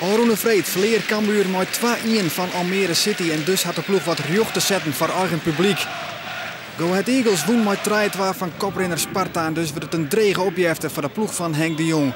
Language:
Western Frisian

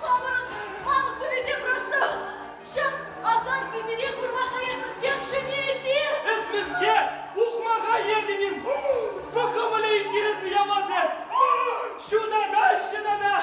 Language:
Chuvash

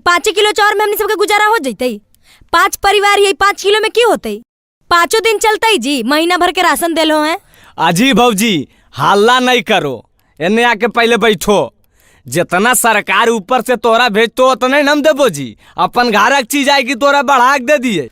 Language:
Magahi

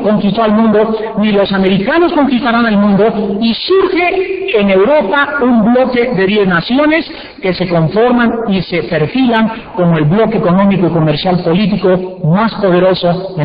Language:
Spanish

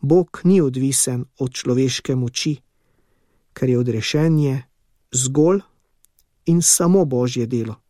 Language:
Slovenian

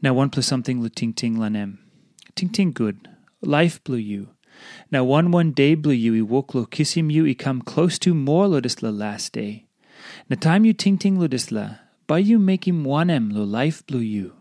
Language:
Tok Pisin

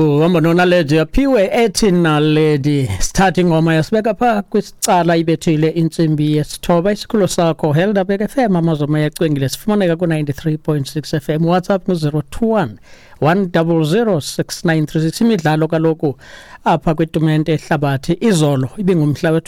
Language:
Xhosa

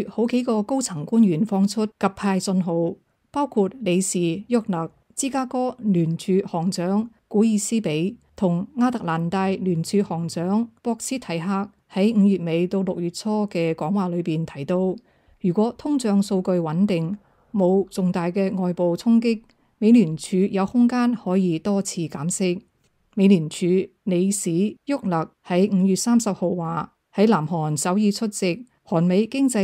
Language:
Cantonese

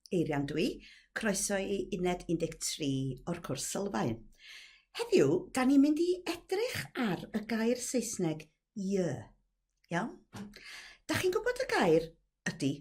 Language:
Welsh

